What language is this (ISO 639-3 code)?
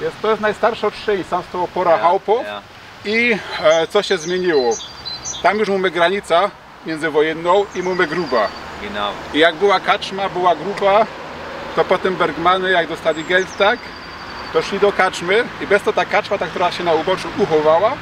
szl